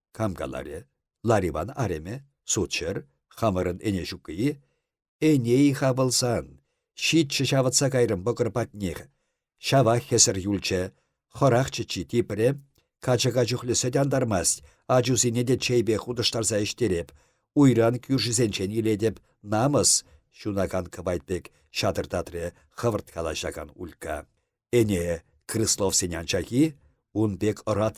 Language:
Chuvash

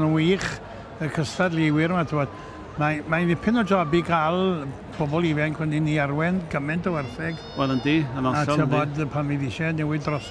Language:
Welsh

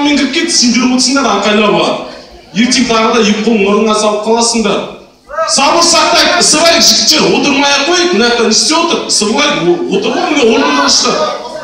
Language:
Kazakh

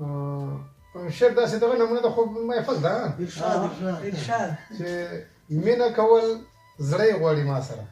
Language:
Pashto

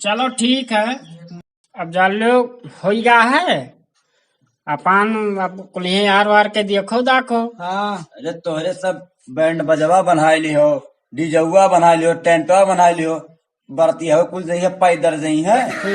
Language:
Awadhi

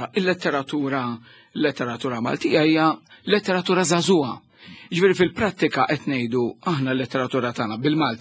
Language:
Maltese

